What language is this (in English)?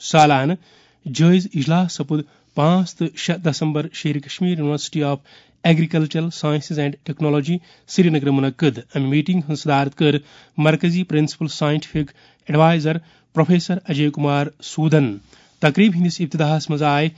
Kashmiri